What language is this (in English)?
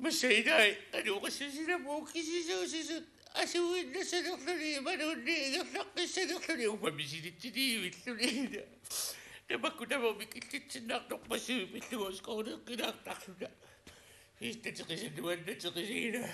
Kalaallisut